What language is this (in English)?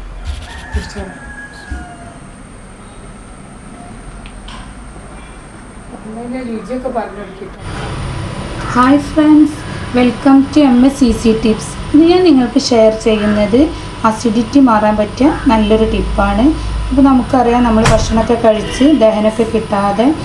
Malayalam